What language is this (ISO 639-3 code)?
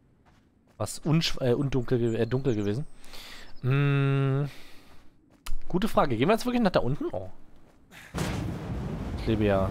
deu